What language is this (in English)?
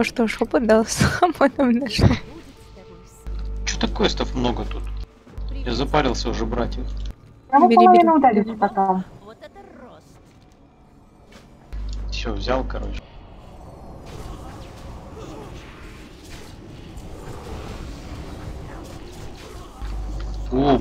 Russian